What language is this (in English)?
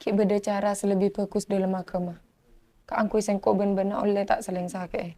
Madurese